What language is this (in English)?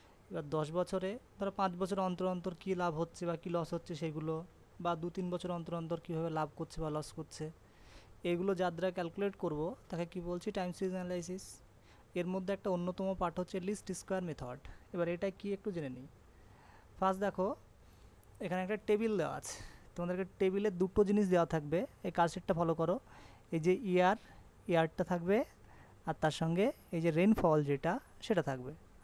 Bangla